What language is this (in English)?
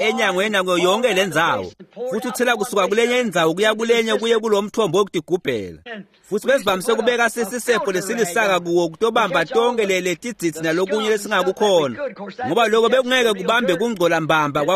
Swati